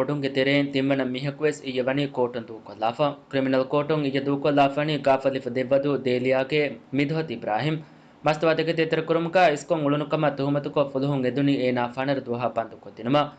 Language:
Divehi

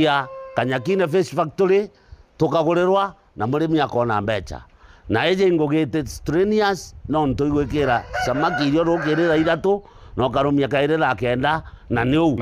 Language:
Meru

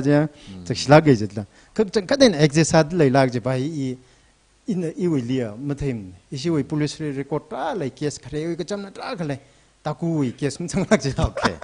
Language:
Tangkhul Naga (India)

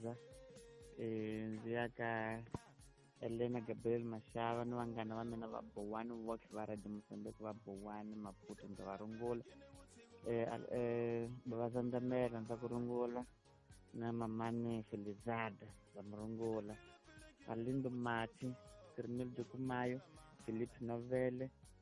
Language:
Tsonga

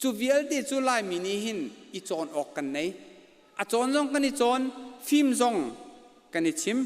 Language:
Hakha Chin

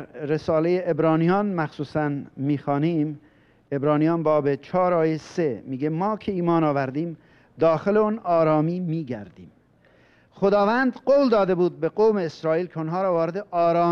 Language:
Persian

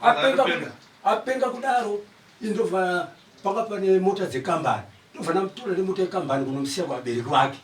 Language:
Shona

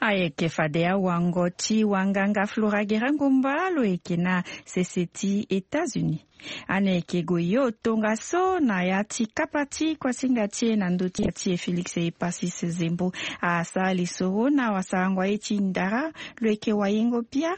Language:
Sango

